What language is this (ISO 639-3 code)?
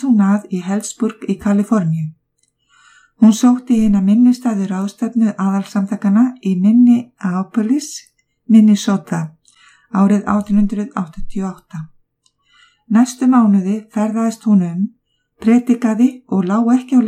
isl